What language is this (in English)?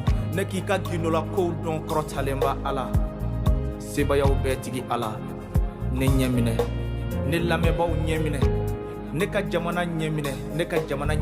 Bambara